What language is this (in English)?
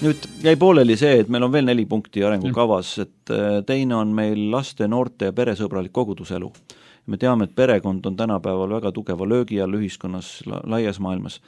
Estonian